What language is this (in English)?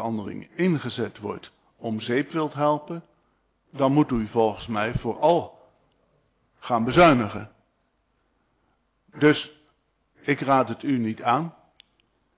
Dutch